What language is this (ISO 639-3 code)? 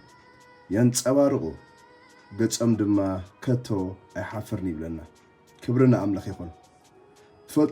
tir